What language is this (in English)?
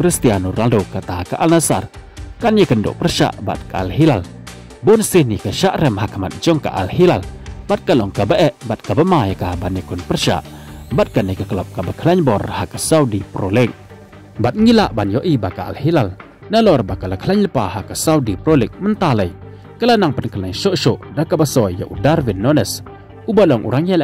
Khasi